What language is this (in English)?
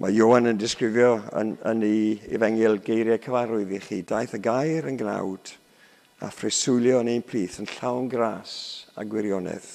Welsh